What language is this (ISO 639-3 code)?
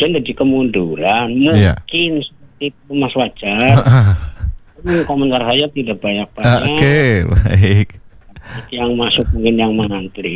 ind